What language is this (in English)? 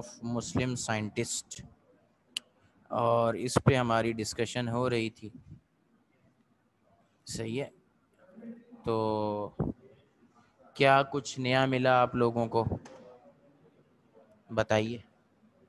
Urdu